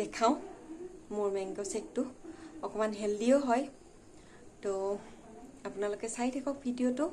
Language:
Assamese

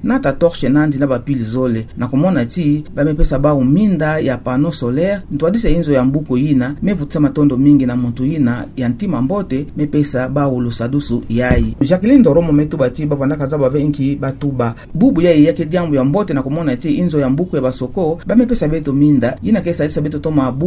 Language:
Kituba (Democratic Republic of Congo)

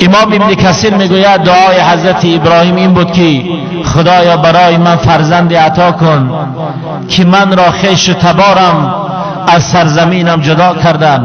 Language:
Tajik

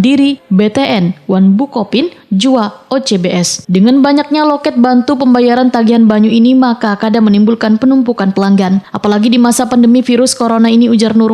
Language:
Banjar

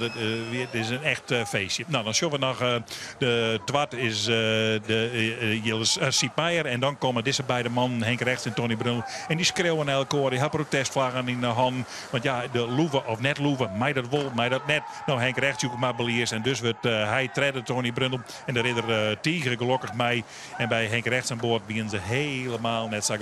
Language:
Western Frisian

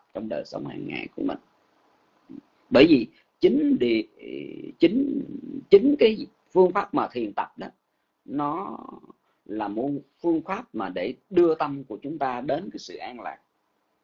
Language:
Vietnamese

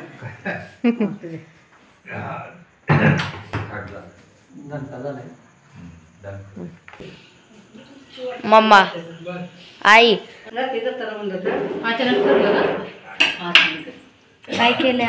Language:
Marathi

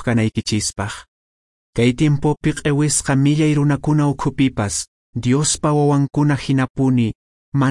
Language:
Quechua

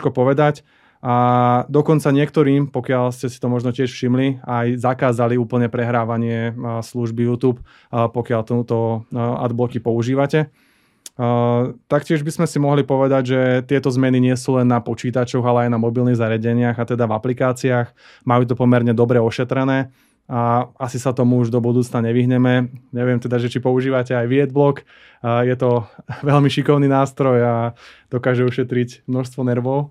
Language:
Slovak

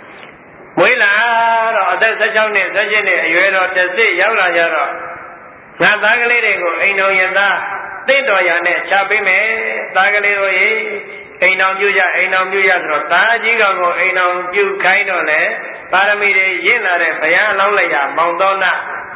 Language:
Burmese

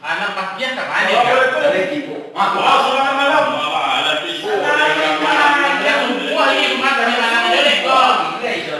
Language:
Minangkabau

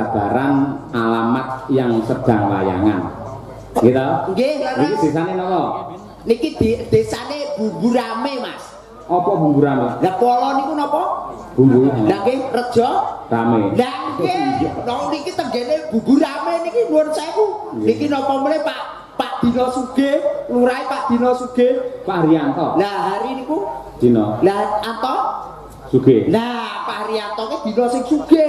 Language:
Javanese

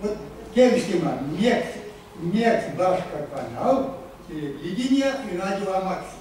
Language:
Erzya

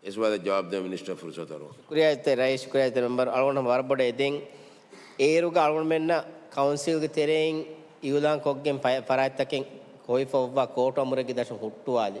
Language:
Divehi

